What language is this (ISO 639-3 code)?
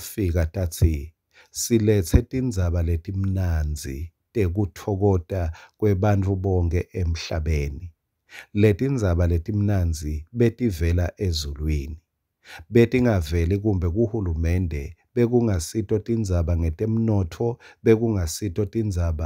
ssw